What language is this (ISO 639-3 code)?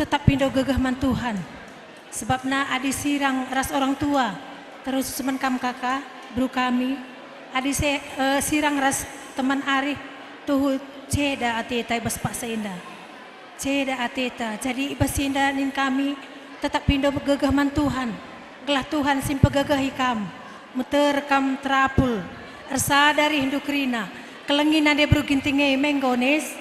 btx